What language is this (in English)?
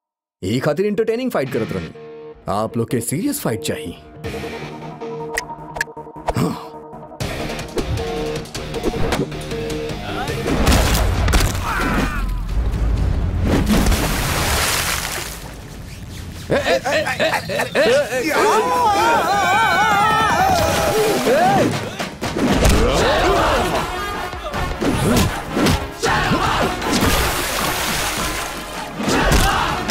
Bhojpuri